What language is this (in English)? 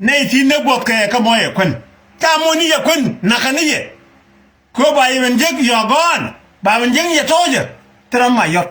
Nuer